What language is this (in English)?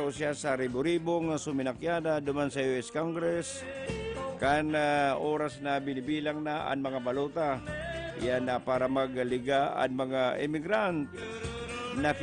Bikol